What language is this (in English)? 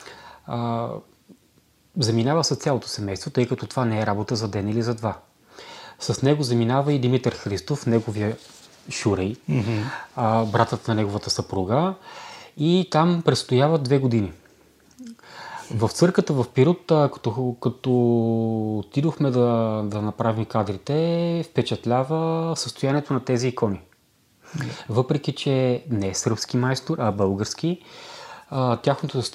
Bulgarian